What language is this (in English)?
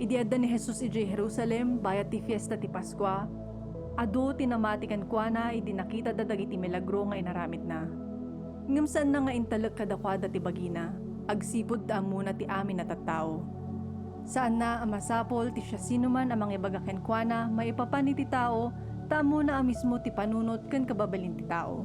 Iloko